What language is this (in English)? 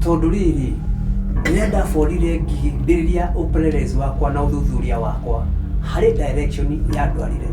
Kikuyu